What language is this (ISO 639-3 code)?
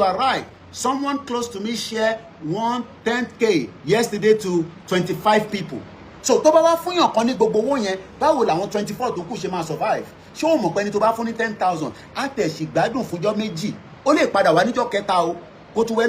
yor